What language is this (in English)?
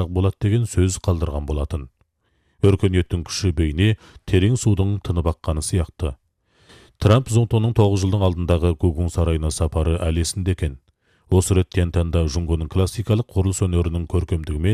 Kazakh